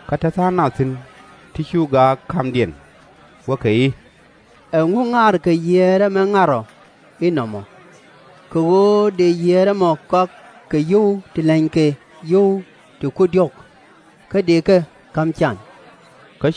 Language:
Nuer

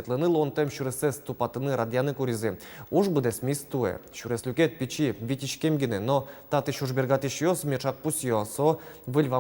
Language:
Udmurt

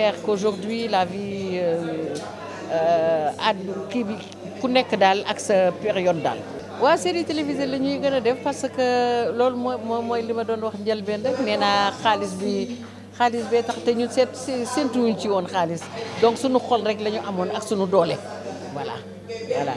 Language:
Wolof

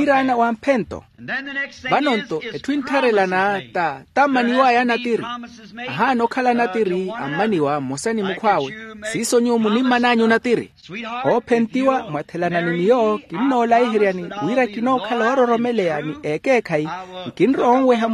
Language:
Makhuwa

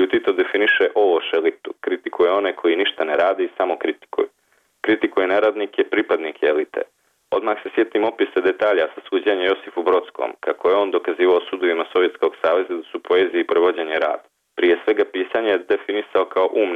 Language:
Bosnian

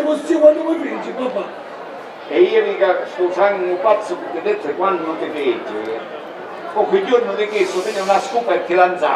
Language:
Sicilian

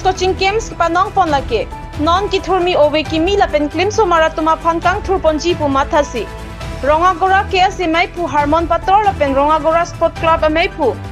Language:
Karbi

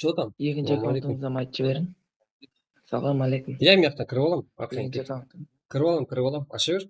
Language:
Kara-Kalpak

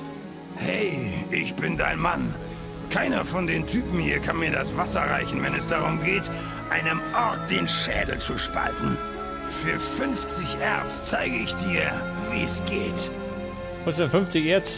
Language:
Bavarian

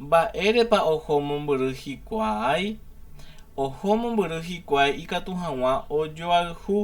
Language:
Guarani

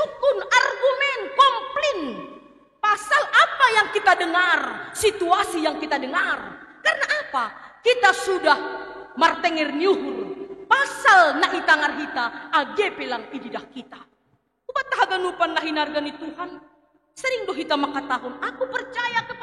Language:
Batak Simalungun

